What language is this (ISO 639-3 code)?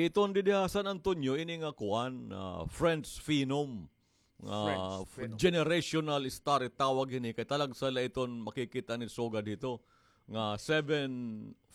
war